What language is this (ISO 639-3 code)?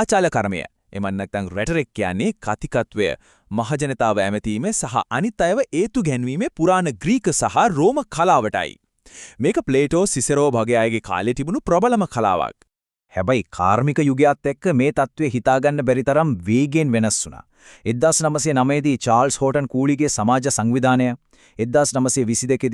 sin